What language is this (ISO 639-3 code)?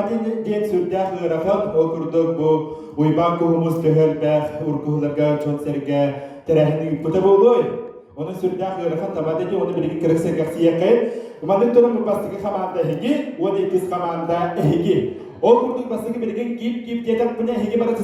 sah